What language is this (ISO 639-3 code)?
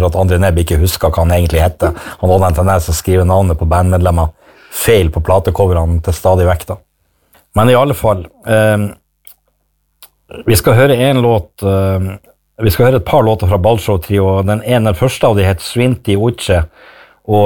nor